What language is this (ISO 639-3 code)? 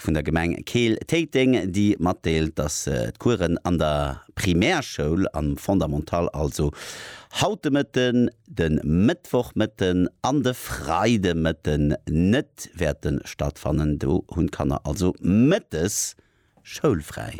ltz